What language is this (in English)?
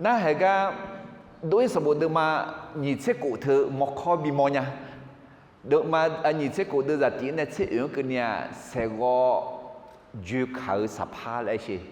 Akha